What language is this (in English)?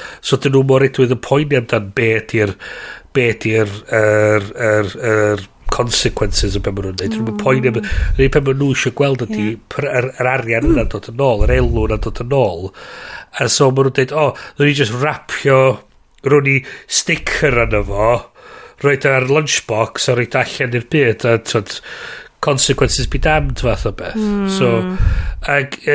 Welsh